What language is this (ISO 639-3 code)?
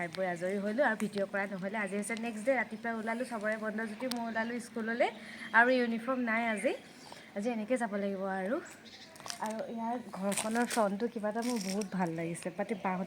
asm